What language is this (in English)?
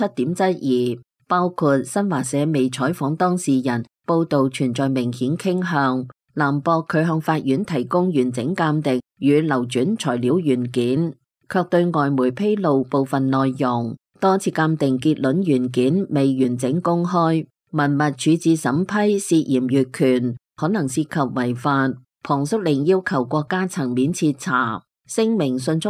Cantonese